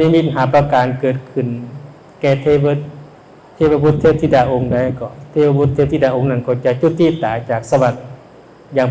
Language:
Lao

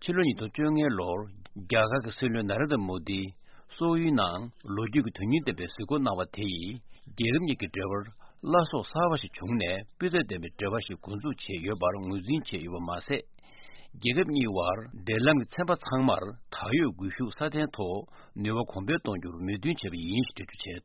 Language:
Tibetan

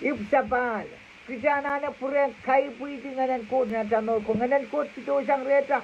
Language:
Pohnpeian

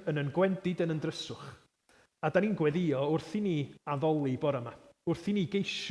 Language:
Welsh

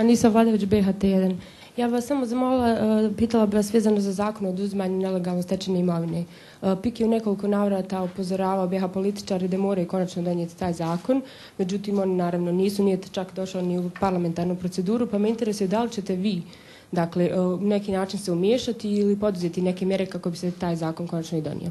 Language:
Bosnian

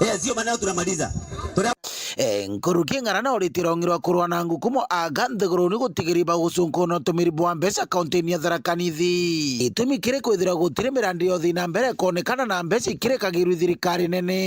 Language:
Meru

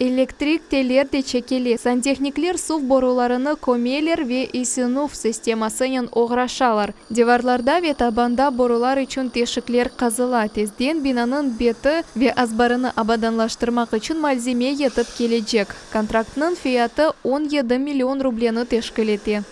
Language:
Crimean Tatar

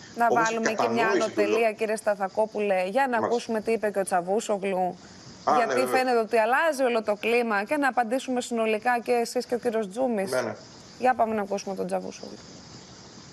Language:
Greek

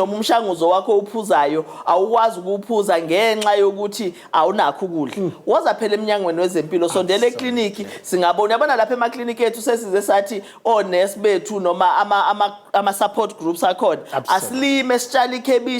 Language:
Zulu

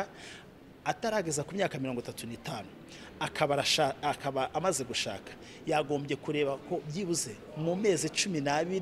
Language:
Kinyarwanda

